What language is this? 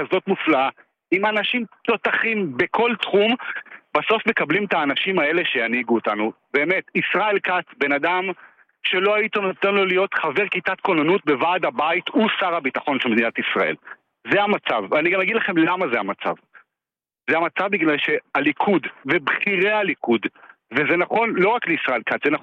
Hebrew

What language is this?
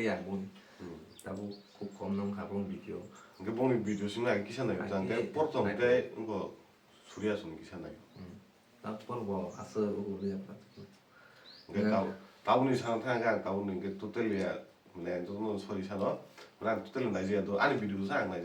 Kok Borok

